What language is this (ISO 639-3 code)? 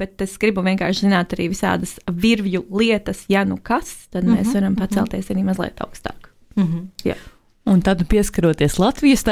lav